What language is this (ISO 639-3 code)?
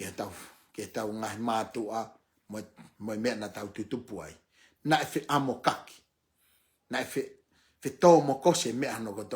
ton